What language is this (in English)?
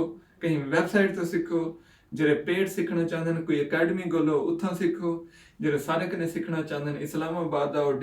Saraiki